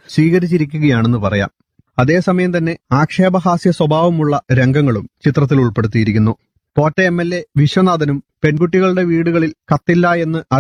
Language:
Malayalam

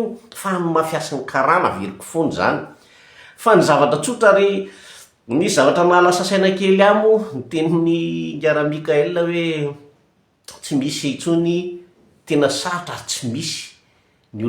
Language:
Malagasy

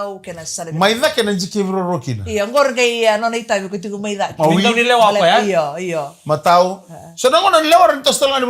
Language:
Fijian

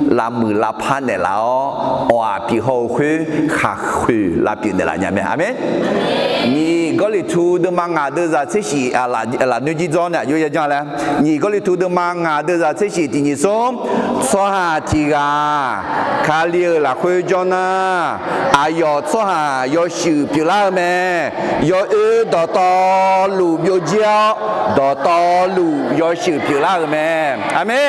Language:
Akha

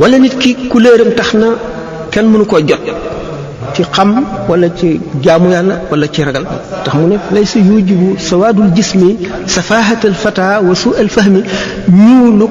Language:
Wolof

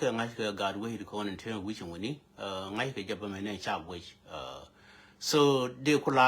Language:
Nuer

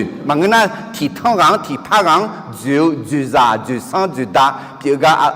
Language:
Akha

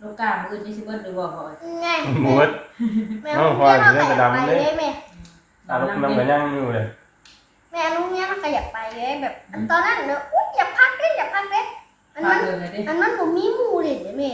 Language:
Northeastern Thai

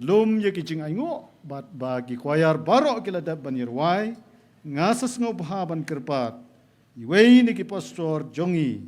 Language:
Khasi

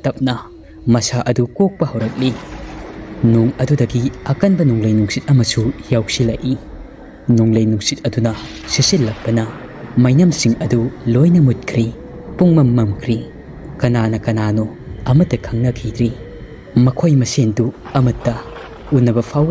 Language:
Manipuri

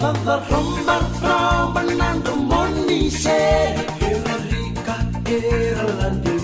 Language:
Fijian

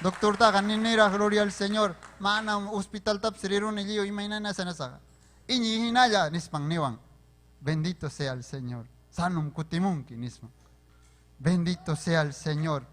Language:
Ayacucho Quechua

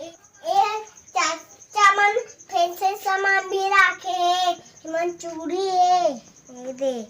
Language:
Chhattisgarhi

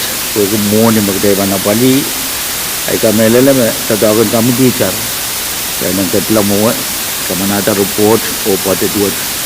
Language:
Pohnpeian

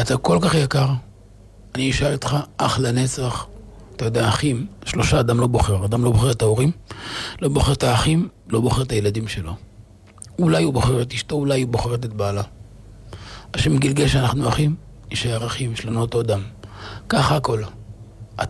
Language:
Hebrew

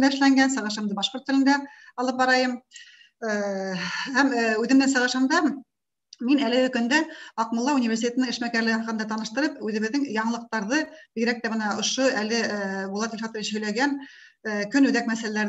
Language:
Bashkir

